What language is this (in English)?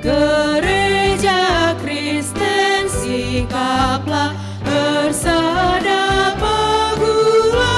Batak Karo